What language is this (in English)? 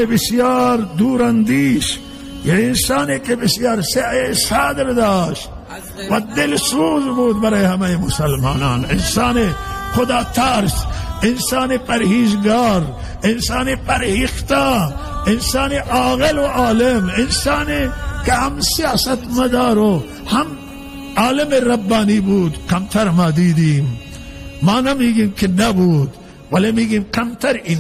Persian